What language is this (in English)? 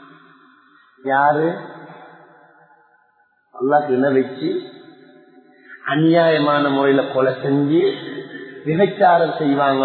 Tamil